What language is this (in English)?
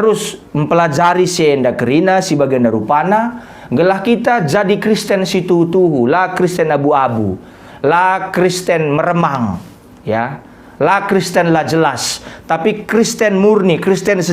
Batak Karo